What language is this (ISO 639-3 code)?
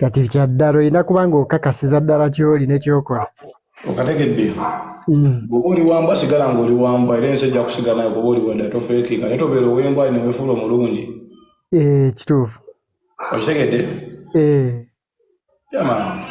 lug